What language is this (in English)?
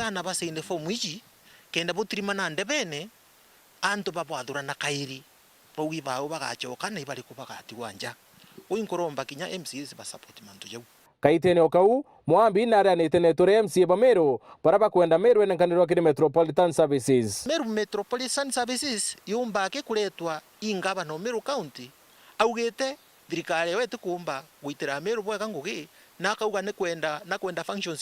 Meru